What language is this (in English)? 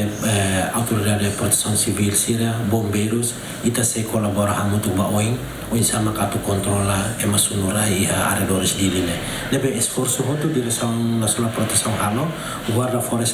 Tetum